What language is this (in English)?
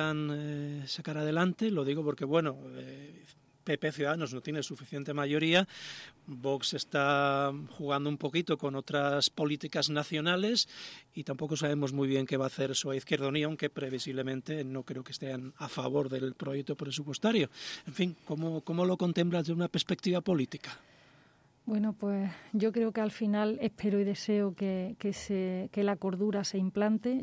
Spanish